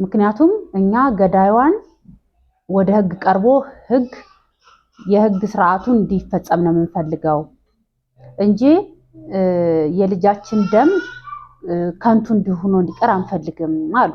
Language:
Amharic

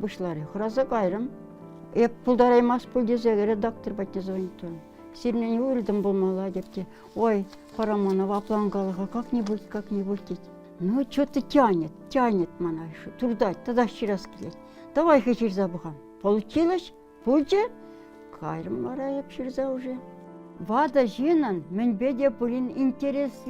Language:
Chuvash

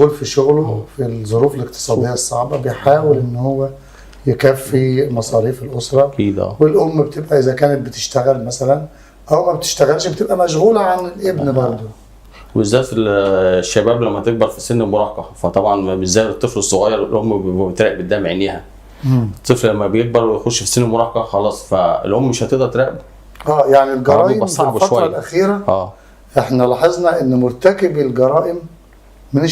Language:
Egyptian Arabic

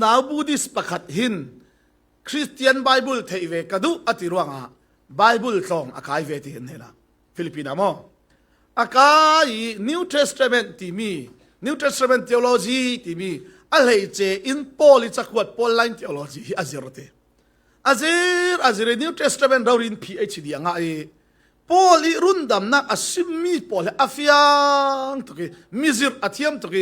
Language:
Falam Chin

